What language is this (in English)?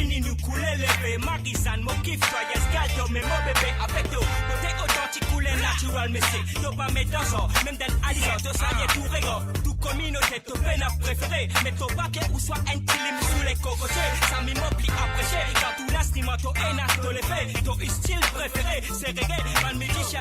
Morisyen